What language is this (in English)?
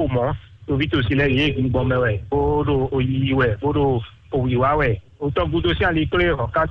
Fon